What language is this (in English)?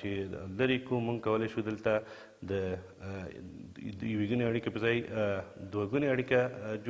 Pashto